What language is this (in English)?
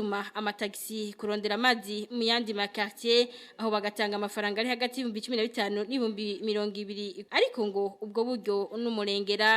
Rundi